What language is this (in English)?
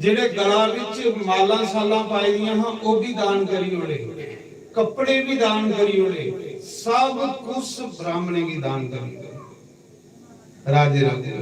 Dogri